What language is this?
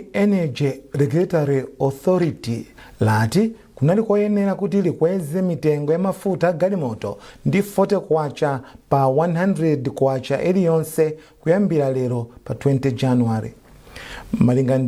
Nyanja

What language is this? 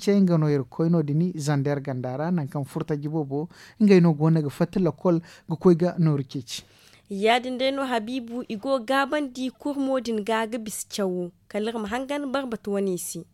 Zarma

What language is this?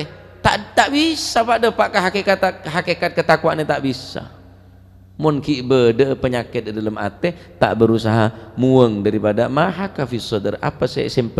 Madurese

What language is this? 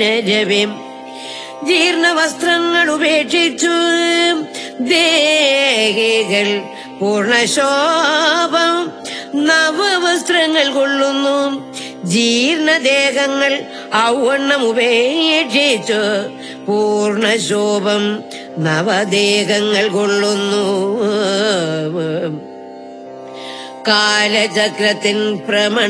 Malayalam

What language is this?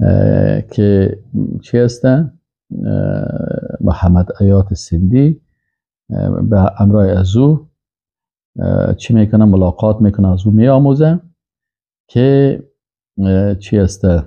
Persian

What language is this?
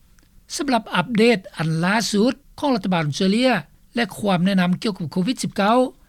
Lao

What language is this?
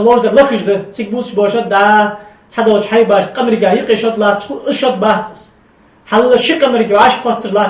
Ingush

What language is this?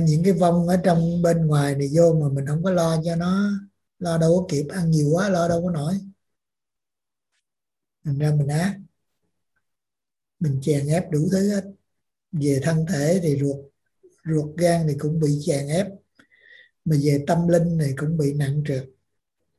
Vietnamese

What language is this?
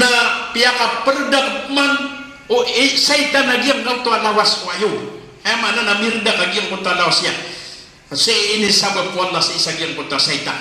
Maranao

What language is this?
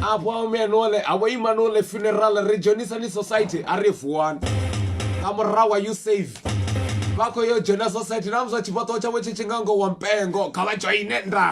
Venda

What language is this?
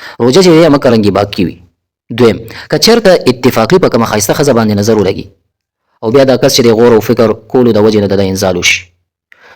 Pashto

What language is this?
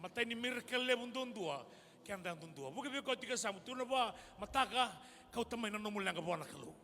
Fijian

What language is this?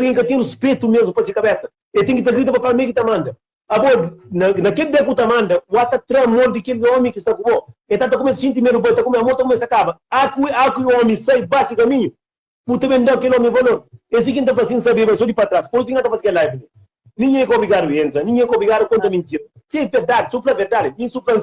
Kabuverdianu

